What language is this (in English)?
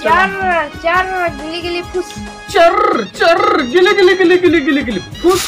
Chhattisgarhi